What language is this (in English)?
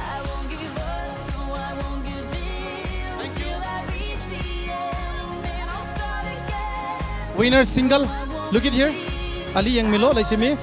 Tangkhul Naga (India)